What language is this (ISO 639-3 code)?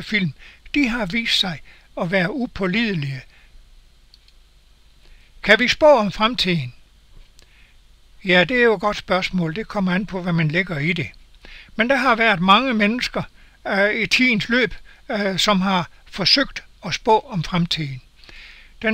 dan